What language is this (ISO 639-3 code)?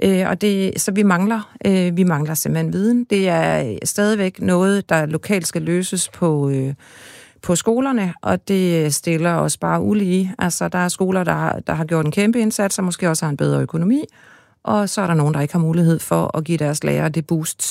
dan